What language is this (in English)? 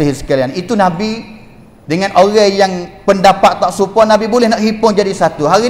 Malay